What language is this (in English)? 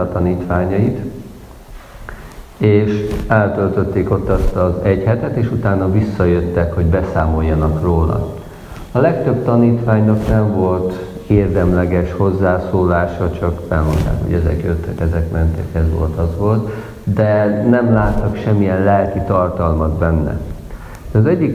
Hungarian